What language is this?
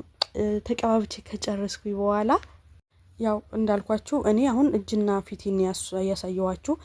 Amharic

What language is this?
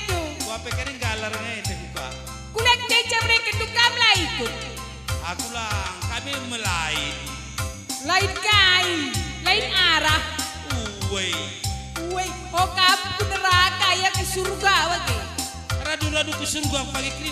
Batak Karo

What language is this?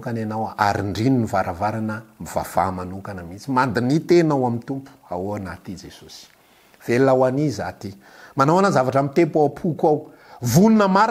Malagasy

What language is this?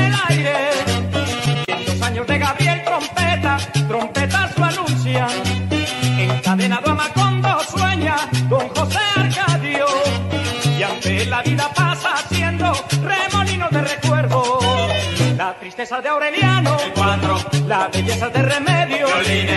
Spanish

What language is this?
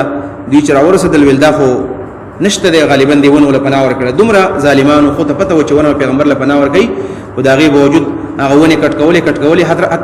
Pashto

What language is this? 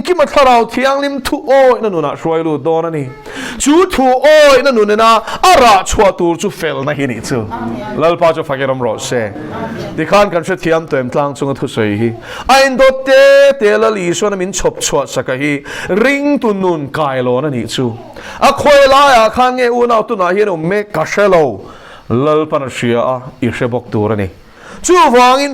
Mizo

